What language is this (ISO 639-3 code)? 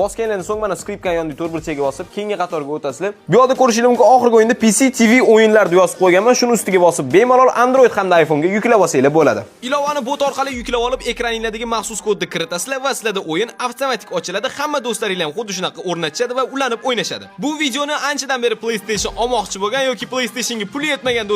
uzb